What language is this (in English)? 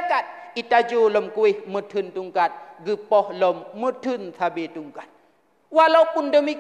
Achinese